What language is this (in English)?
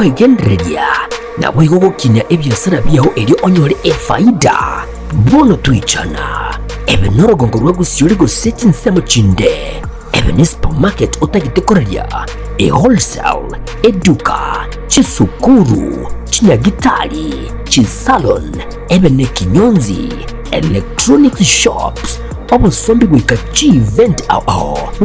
Gusii